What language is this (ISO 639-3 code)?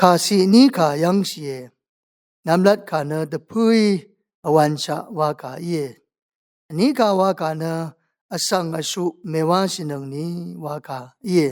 raw